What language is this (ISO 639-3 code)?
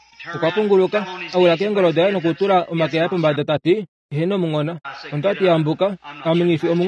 kua